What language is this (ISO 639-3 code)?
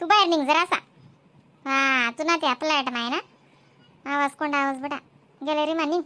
khn